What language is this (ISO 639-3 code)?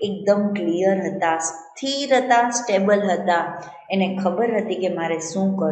guj